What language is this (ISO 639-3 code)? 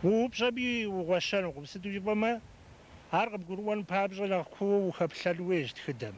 kbd